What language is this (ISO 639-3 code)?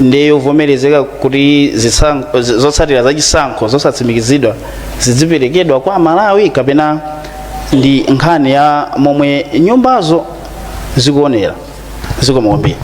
nya